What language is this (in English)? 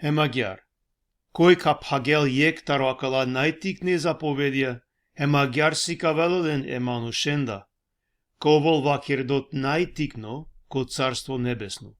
Balkan Romani